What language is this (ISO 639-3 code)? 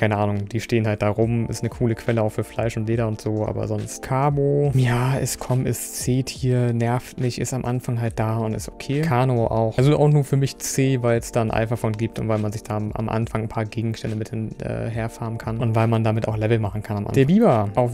deu